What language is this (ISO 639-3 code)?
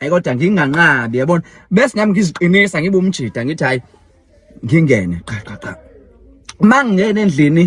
zul